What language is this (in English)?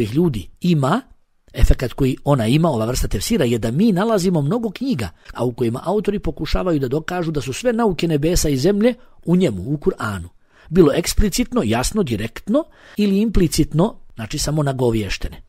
Bosnian